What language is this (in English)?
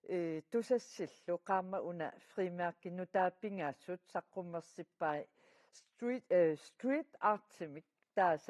Kalaallisut